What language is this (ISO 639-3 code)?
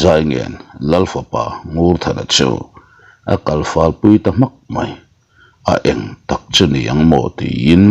lus